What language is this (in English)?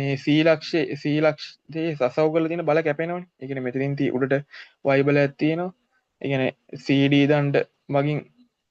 Sinhala